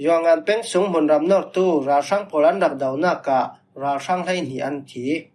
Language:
Falam Chin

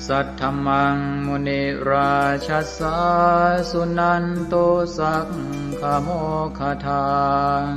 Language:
Pali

